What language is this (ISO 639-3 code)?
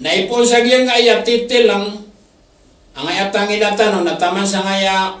mrw